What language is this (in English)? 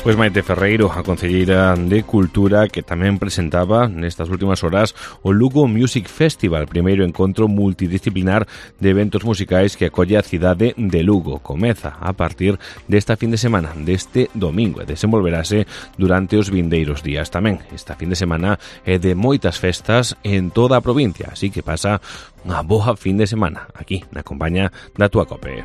Galician